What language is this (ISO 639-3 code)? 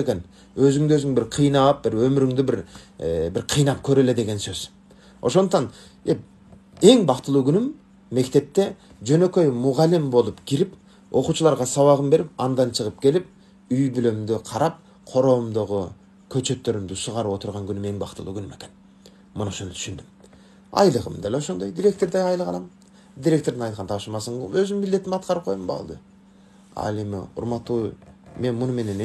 kir